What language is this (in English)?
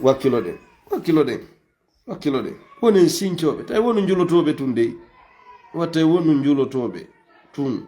Fula